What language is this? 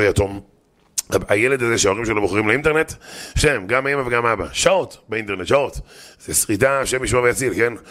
Hebrew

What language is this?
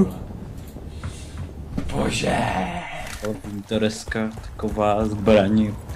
Czech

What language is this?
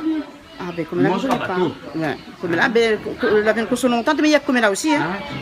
Réunion Creole French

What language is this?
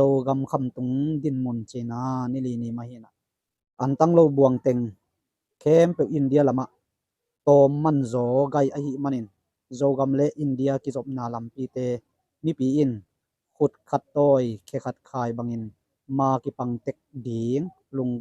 Tedim Chin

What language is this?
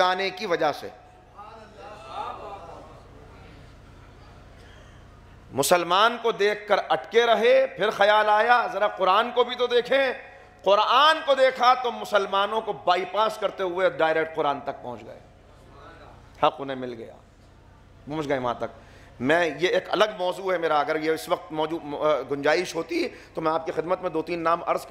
Urdu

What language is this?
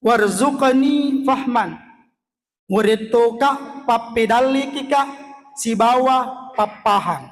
Buginese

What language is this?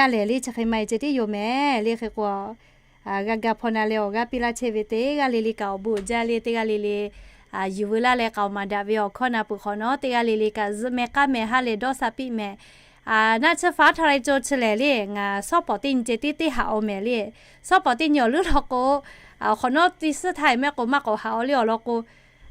Lahu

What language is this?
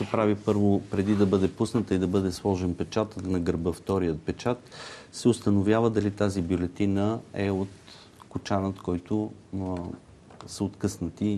Bulgarian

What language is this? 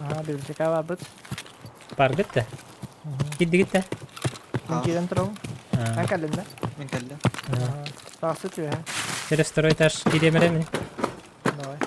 Yakut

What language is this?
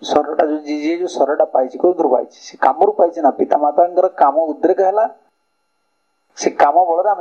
Odia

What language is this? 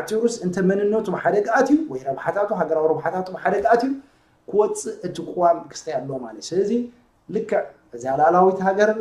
Tigrinya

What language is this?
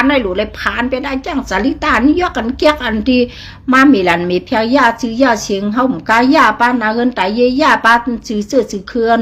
Shan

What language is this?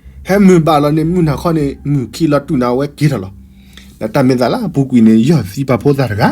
S'gaw Karen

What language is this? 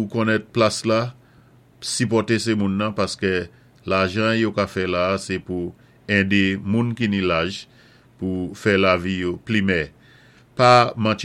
Saint Lucian Creole French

